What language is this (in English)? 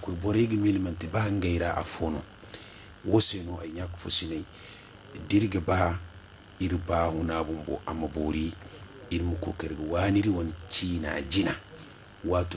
Zarma